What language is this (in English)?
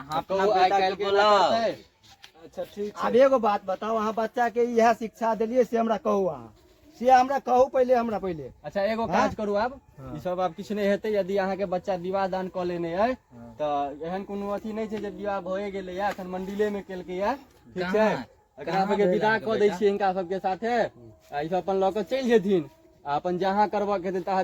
Maithili